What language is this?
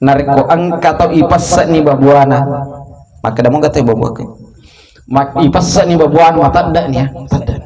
Buginese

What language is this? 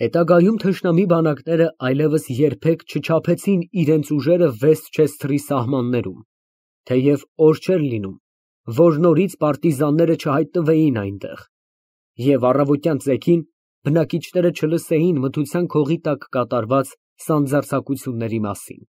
Armenian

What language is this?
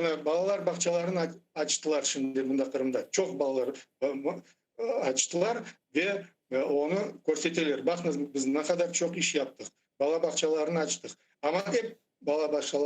Crimean Tatar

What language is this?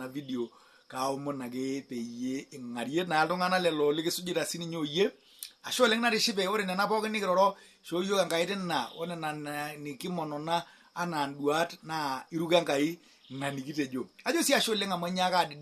Masai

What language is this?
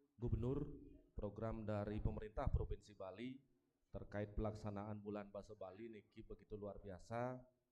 Balinese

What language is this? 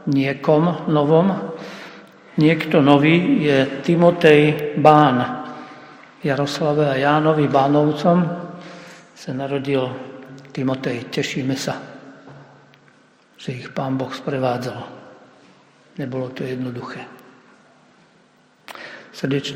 Slovak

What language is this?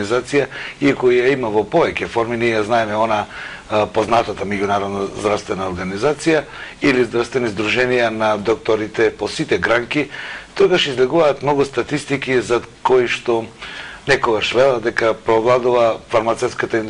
Macedonian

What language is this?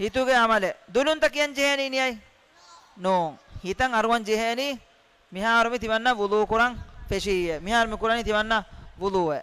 Divehi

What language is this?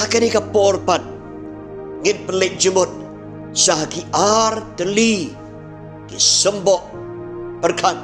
Khasi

